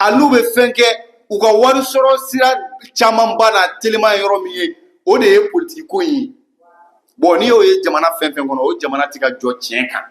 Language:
Bambara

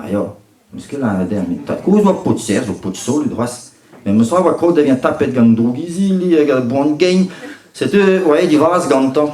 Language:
Breton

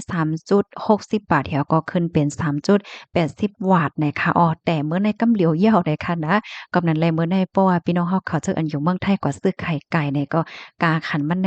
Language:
Shan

